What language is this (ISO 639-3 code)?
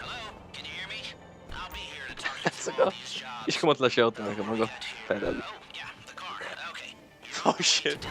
fao